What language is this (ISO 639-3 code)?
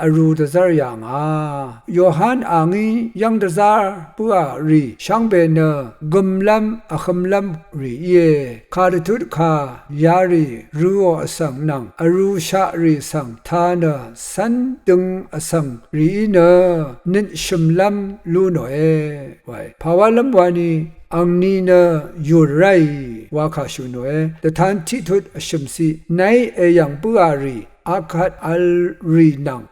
raw